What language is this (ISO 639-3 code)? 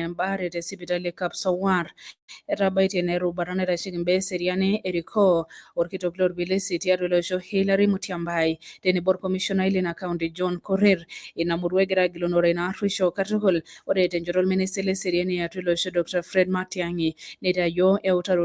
mas